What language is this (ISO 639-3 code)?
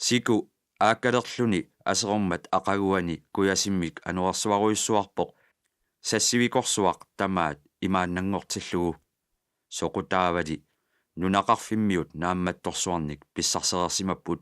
kal